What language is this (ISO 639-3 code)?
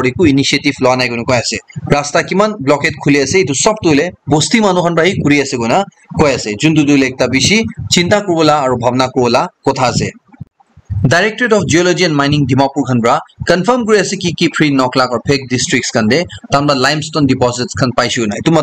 nag